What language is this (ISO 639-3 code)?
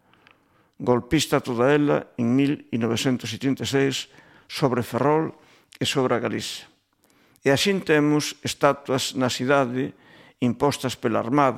glg